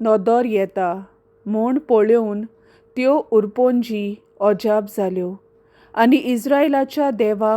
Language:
Konkani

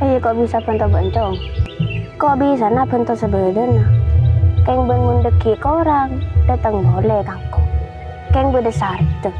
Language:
Madurese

